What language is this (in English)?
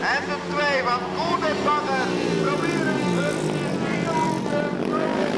Dutch